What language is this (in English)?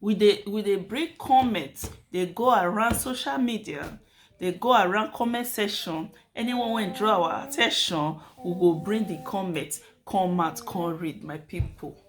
Nigerian Pidgin